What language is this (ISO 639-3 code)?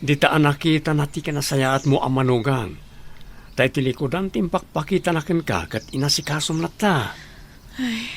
ilo